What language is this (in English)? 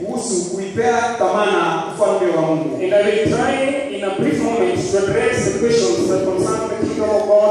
Swahili